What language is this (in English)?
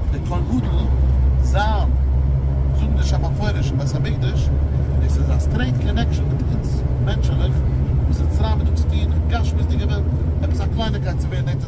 Yiddish